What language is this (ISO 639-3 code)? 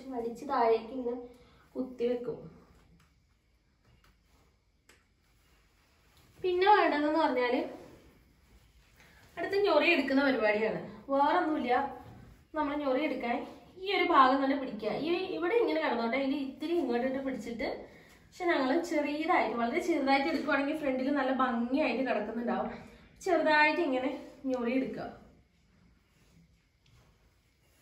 mal